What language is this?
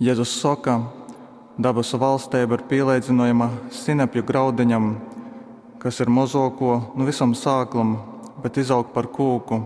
Latgalian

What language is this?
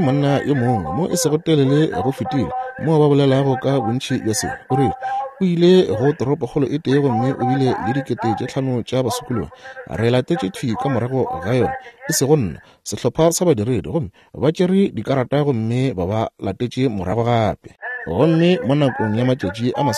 Northern Sotho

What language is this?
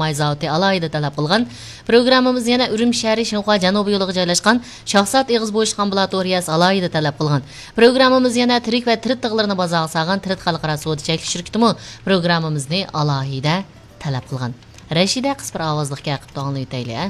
Uyghur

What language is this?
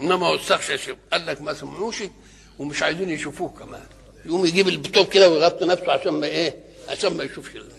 Egyptian Arabic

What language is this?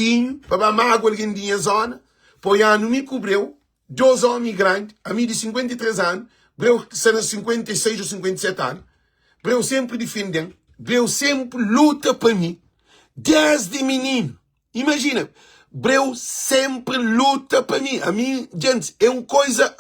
Kabuverdianu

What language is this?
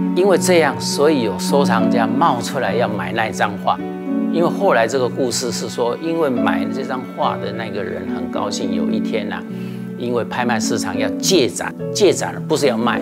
Chinese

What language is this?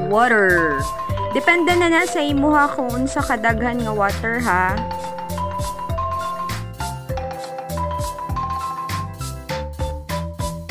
Cebuano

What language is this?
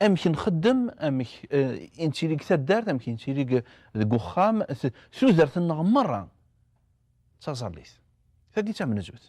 Kabyle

